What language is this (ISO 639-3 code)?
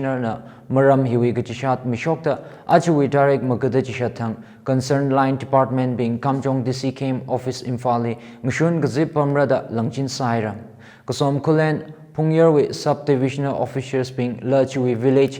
nmf